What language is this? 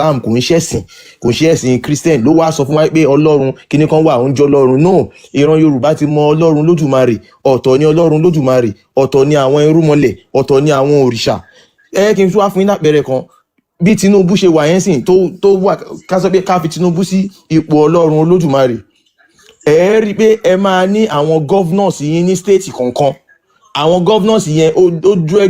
Yoruba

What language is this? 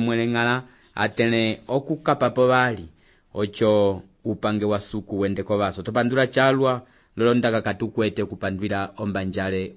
Umbundu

